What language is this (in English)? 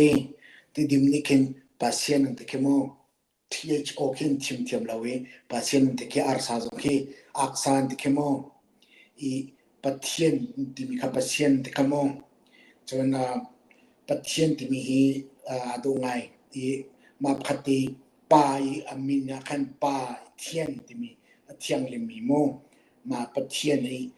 Hakha Chin